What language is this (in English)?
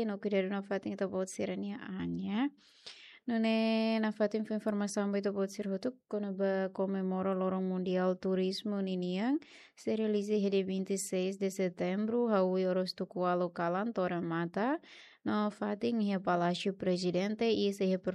Tetum